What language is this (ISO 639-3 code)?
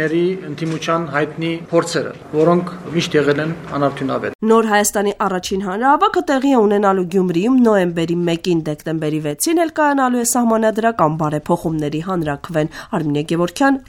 hye